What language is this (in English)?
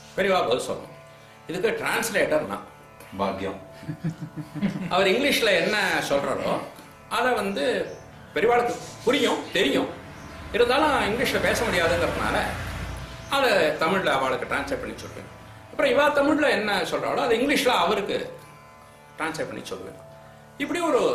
Tamil